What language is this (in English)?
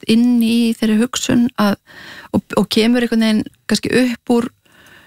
Icelandic